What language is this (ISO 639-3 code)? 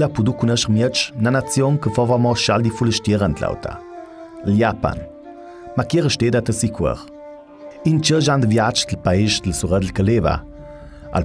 lld